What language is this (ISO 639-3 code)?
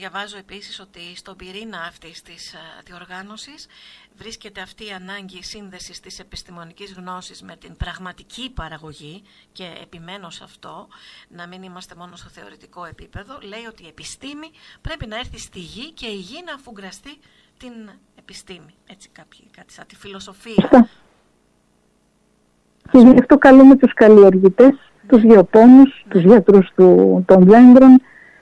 ell